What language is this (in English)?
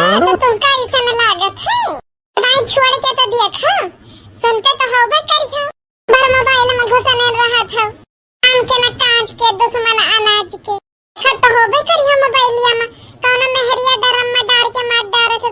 Awadhi